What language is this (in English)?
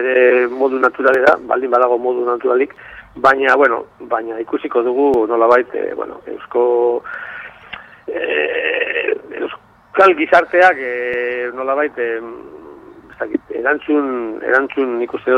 Basque